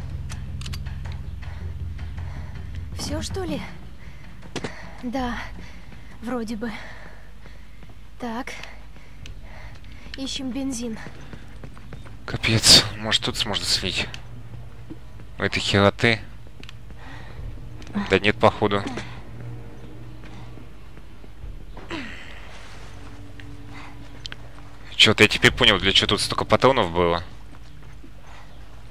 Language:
Russian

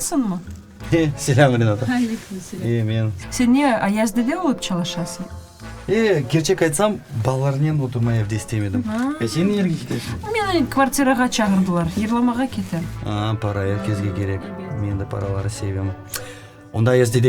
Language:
Crimean Tatar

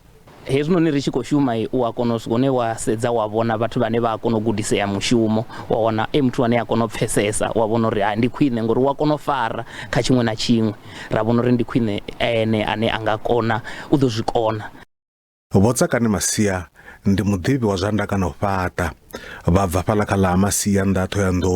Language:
Venda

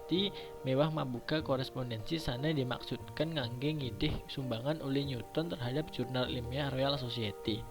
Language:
Balinese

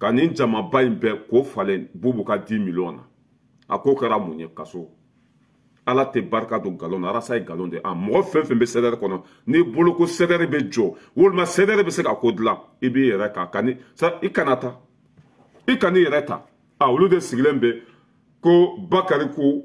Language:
Bambara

